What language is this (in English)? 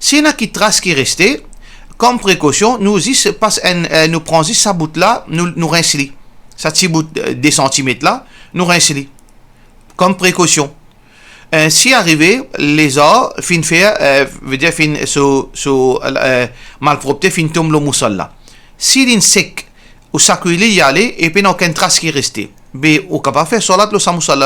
Morisyen